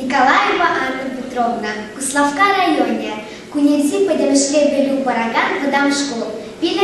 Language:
Chuvash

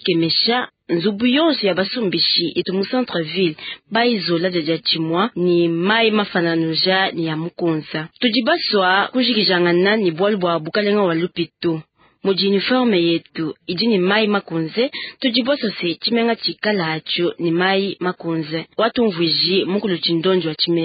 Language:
Luba-Lulua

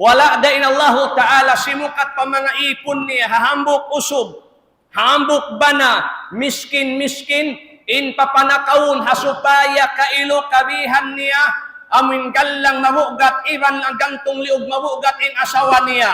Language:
Tausug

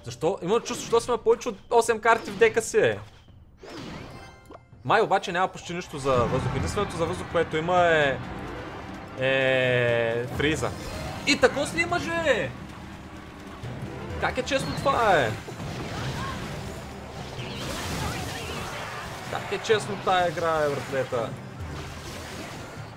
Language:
Bulgarian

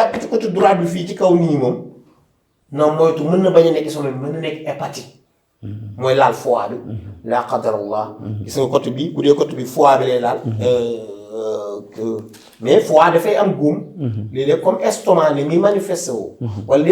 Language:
Wolof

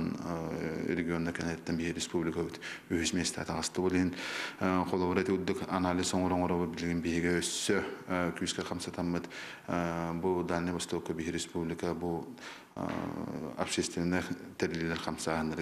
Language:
Yakut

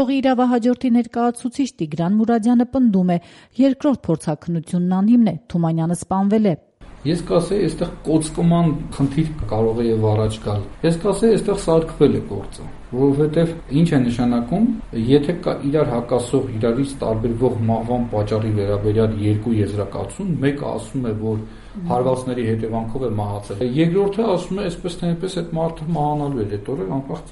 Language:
Armenian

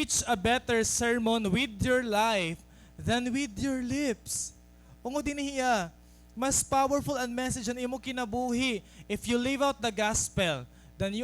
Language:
Waray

